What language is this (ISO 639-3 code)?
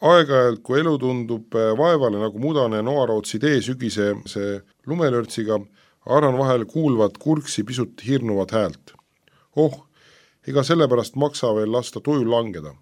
est